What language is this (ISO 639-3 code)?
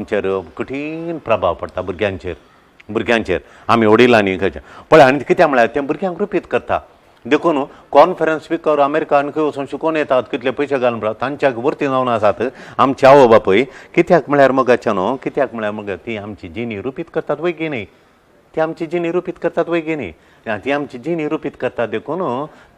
kok